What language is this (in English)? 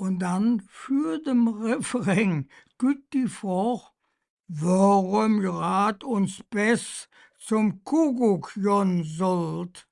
Colognian